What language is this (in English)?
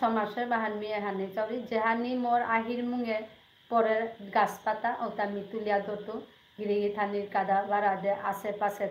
Bishnupriya